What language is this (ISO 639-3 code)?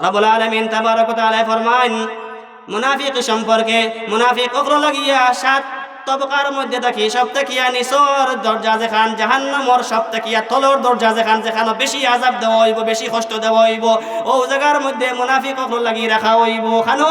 syl